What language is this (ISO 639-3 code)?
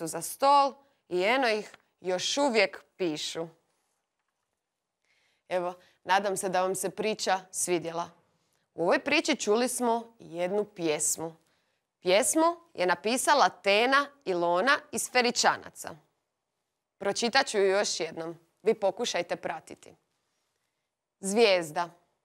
hrv